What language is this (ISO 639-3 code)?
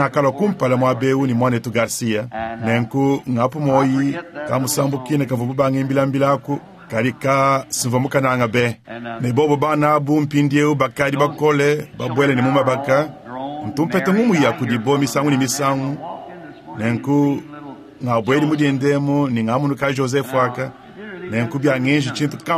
lua